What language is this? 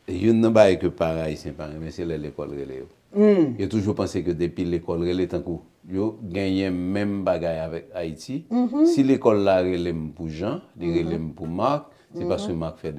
Haitian Creole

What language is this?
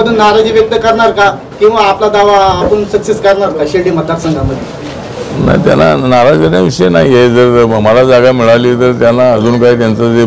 Marathi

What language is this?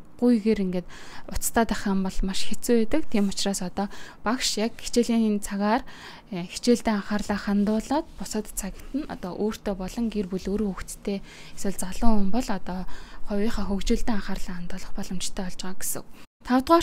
Mongolian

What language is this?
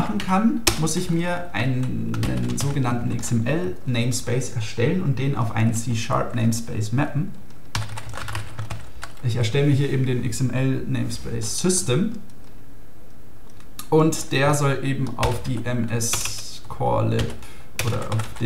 German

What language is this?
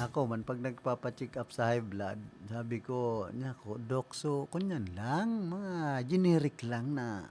Bikol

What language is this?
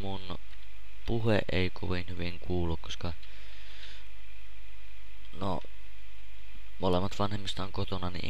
Finnish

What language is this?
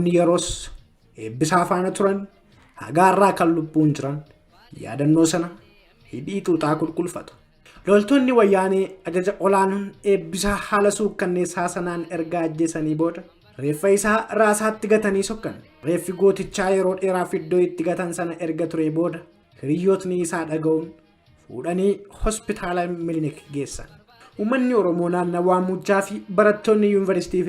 Oromo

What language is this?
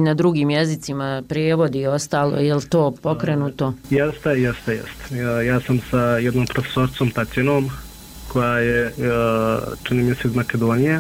Bosnian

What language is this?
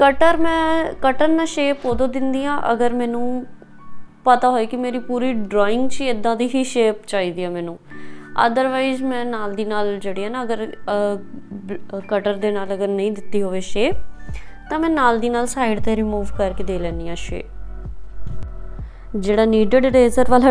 Punjabi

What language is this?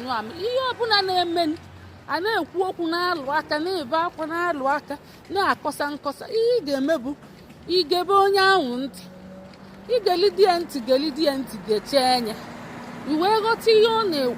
Igbo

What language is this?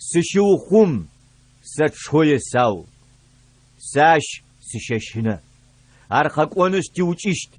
Adyghe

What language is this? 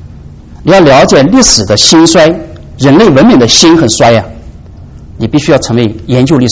Chinese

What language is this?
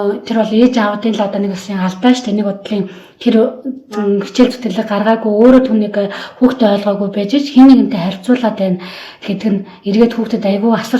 Mongolian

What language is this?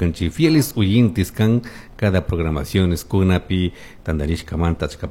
Chimborazo Highland Quichua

